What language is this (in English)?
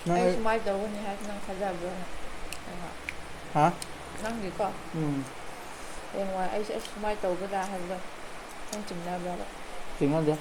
Manipuri